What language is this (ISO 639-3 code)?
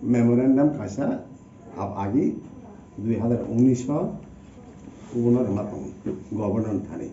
trp